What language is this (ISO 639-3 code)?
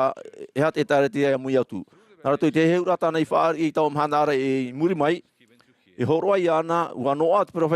tah